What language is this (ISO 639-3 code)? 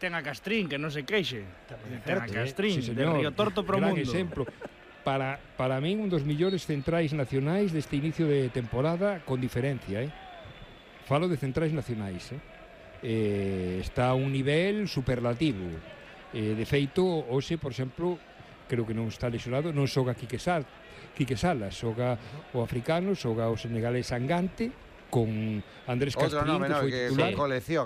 glg